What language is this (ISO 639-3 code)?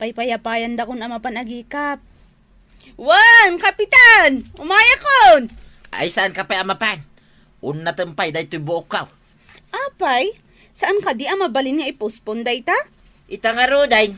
ilo